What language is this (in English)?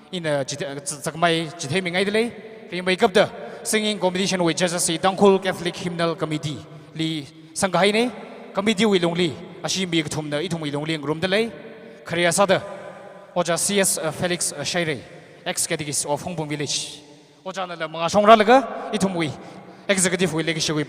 Tangkhul Naga (India)